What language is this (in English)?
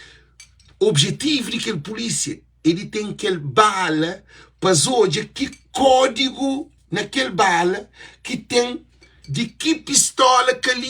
Kabuverdianu